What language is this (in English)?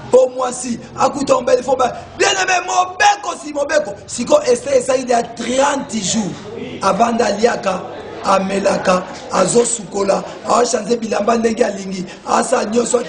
Lingala